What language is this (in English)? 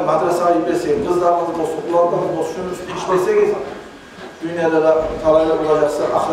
Kumyk